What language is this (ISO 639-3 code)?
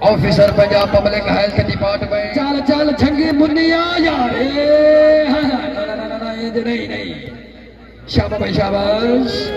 skr